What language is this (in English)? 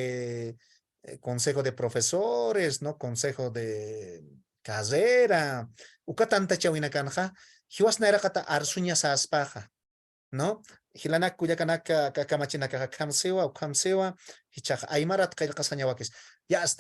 Aymara